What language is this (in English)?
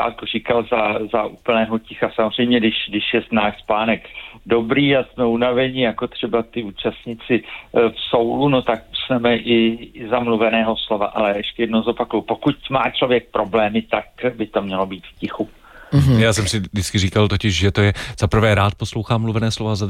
Czech